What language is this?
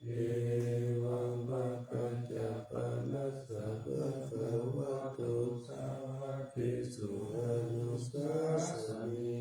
Pali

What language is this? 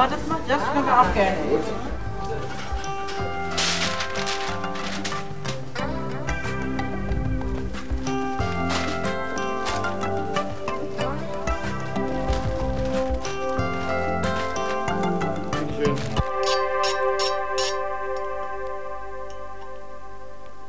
Danish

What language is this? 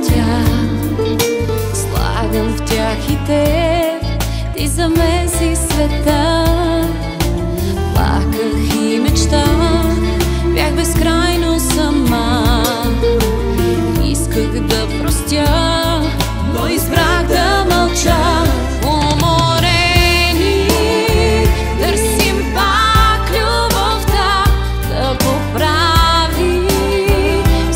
Bulgarian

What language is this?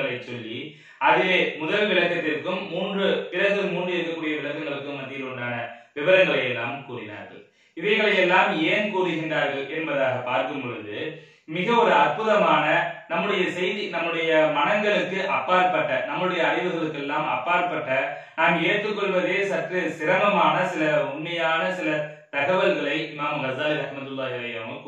Tamil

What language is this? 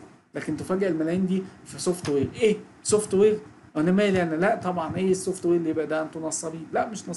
Egyptian Arabic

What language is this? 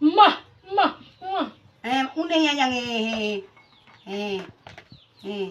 Buginese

